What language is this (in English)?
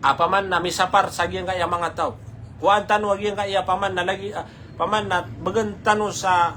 Maranao